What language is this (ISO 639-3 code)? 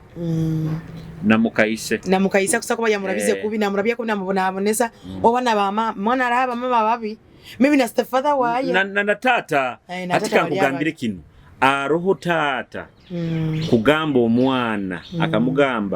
nyo